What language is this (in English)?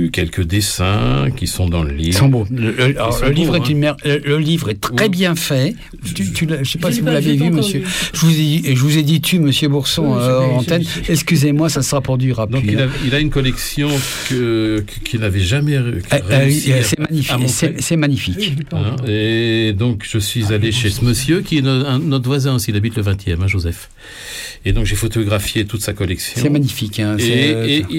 French